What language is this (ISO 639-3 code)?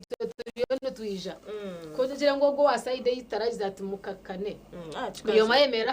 nyn